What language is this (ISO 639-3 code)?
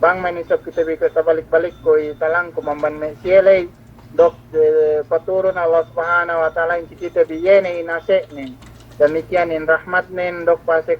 yka